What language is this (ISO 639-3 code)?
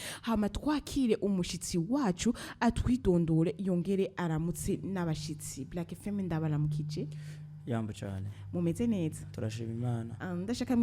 run